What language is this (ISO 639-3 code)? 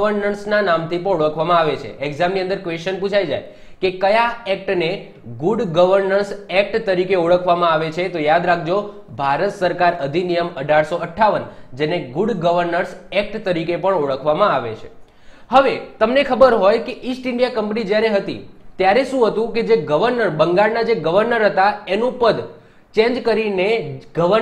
guj